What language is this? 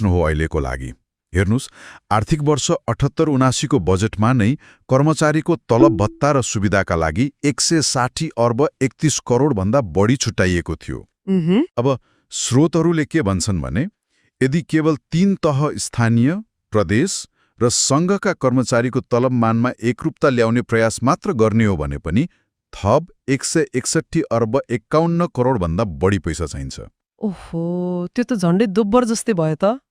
Nepali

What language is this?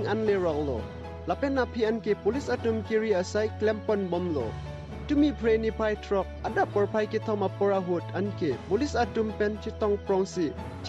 Karbi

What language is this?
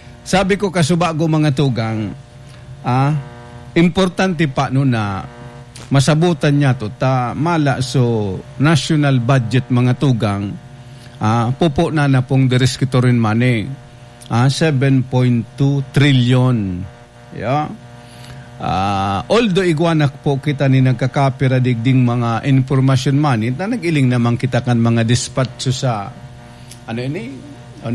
Bikol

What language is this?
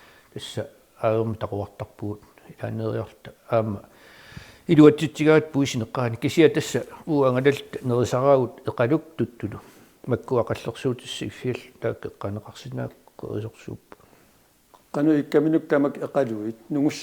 Kalaallisut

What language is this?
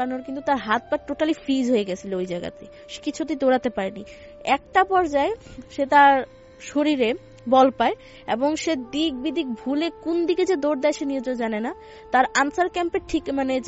Bangla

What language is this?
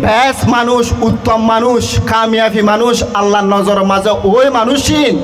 Rohingya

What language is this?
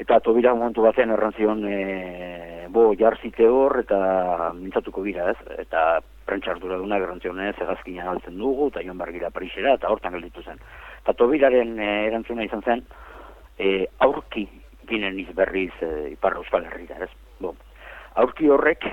Basque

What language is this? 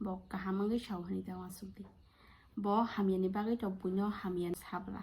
Kok Borok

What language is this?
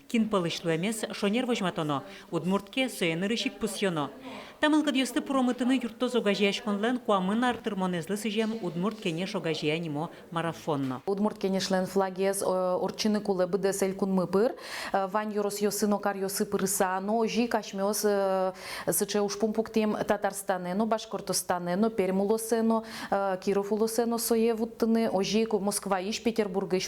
Udmurt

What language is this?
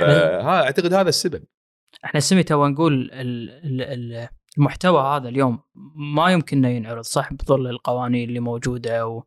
Gulf Arabic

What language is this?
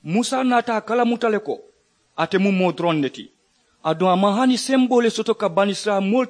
Mandingo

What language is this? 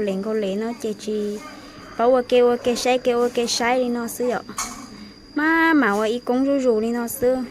Hmong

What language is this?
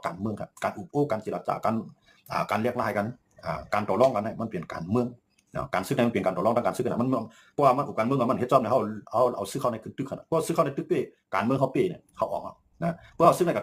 Shan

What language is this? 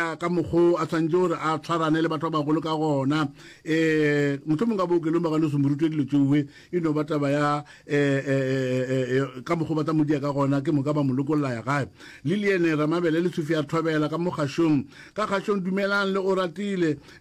Northern Sotho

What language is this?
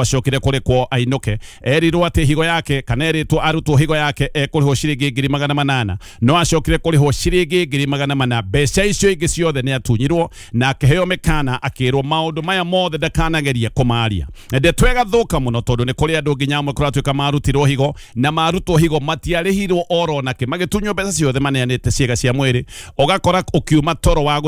Kikuyu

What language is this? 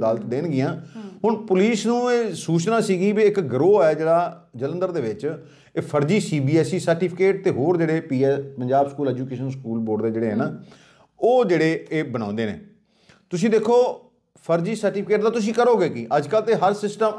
Punjabi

